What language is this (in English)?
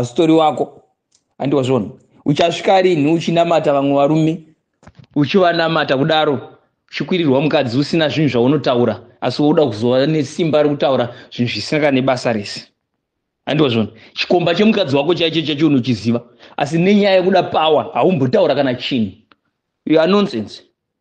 Shona